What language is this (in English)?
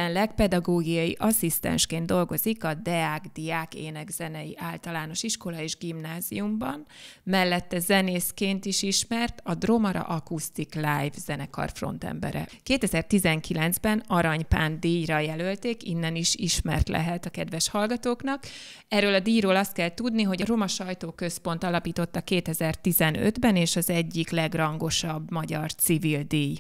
Hungarian